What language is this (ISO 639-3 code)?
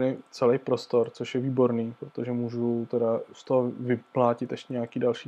ces